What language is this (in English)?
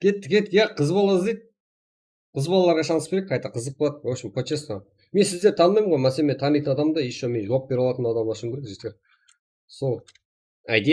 Kara-Kalpak